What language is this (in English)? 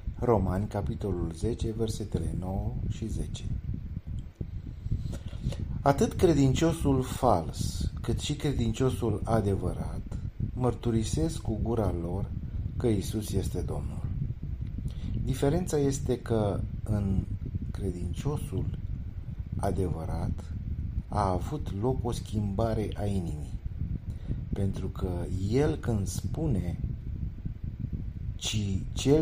Romanian